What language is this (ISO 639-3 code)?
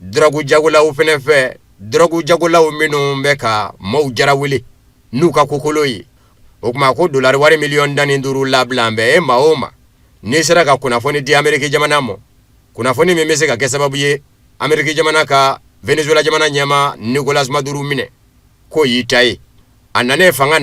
bam